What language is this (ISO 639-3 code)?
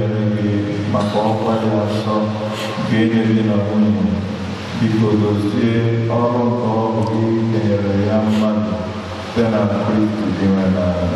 ibo